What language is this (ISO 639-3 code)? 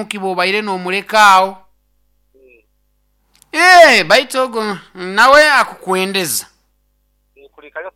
nyo